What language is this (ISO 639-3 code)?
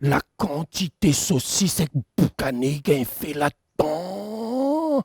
rcf